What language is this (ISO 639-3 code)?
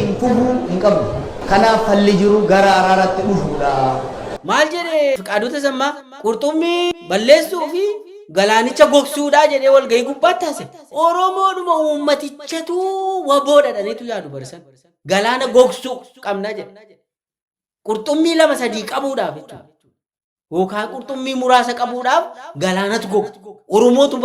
orm